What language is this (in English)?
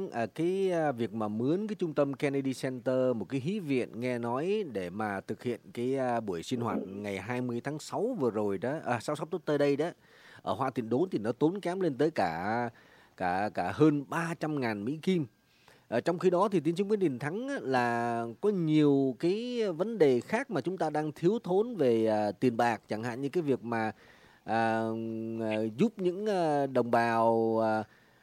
Vietnamese